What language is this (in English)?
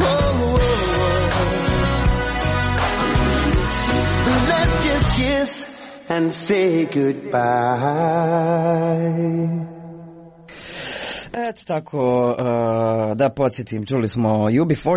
Croatian